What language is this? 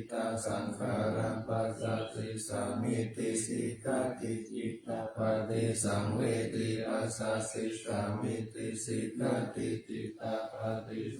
Pali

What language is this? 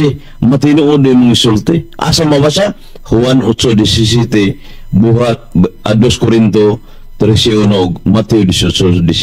Cebuano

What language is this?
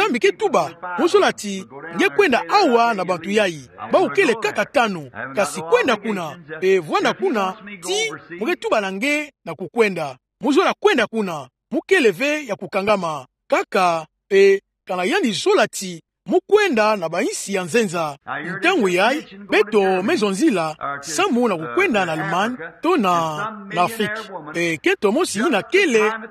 Kituba (Democratic Republic of Congo)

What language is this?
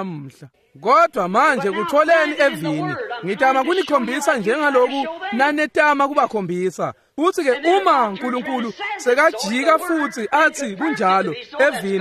Swati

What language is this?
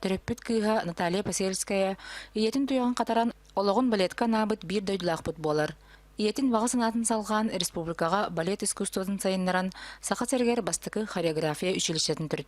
Yakut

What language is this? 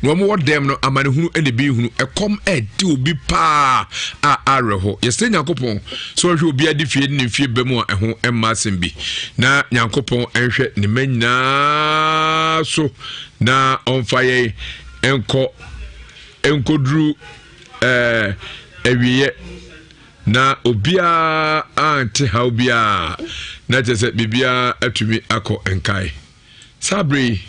Akan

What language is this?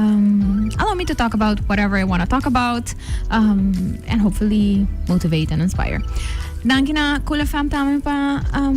Papiamento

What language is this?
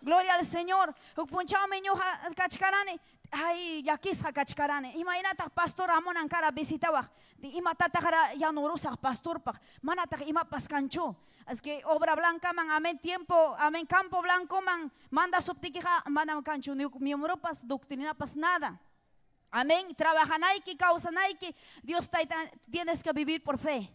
Ayacucho Quechua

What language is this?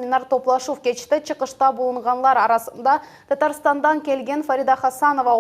Crimean Tatar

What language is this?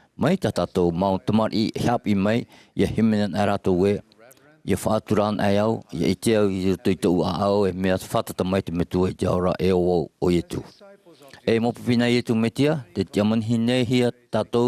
Tahitian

